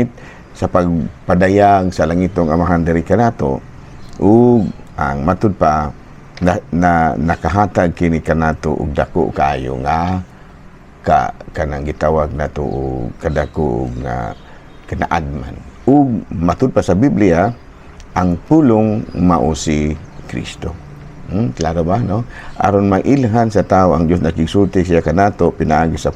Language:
Cebuano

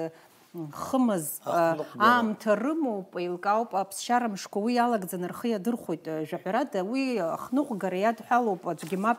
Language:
Abkhazian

